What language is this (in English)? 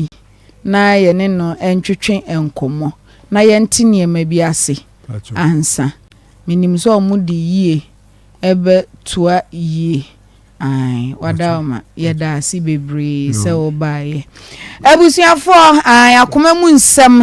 Akan